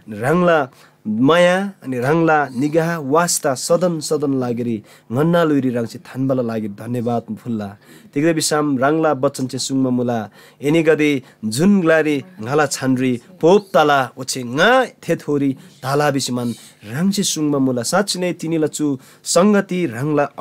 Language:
Eastern Tamang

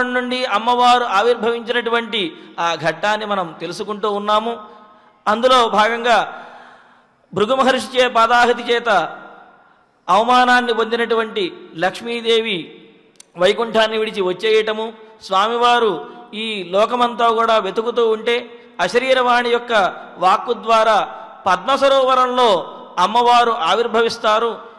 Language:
Telugu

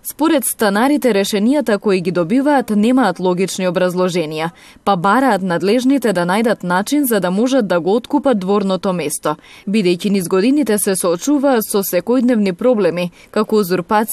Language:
Macedonian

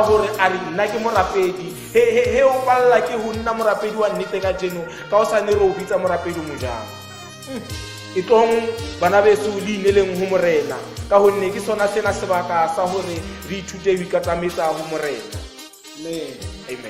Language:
Tswana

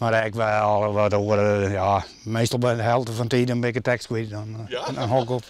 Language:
Western Frisian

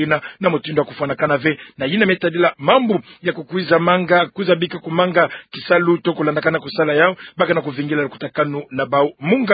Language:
Kituba (Democratic Republic of Congo)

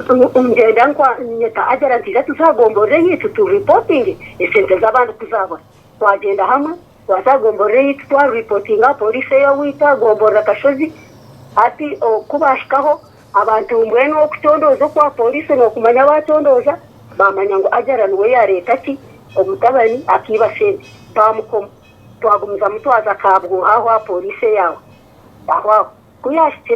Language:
Nyankole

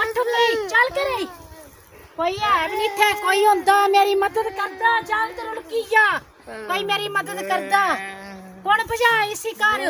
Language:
Dogri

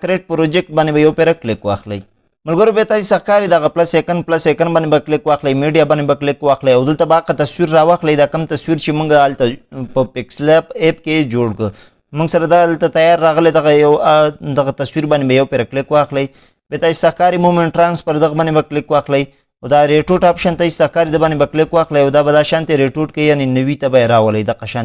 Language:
Pashto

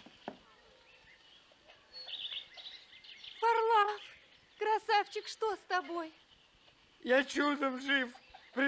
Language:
Russian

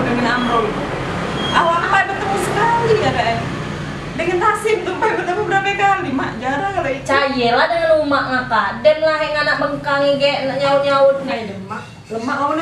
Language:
Musi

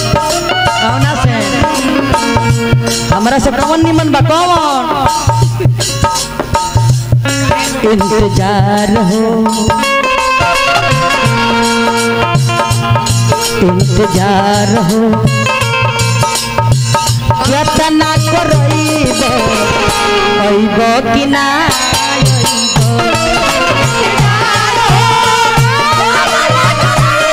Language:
Bhojpuri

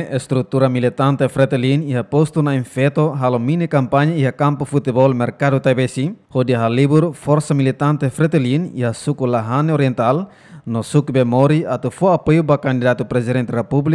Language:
Tetum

